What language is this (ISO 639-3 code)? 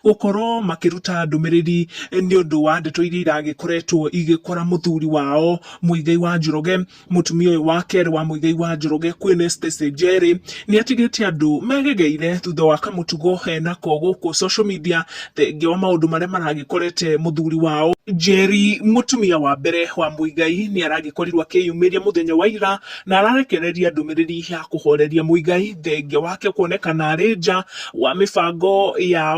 kik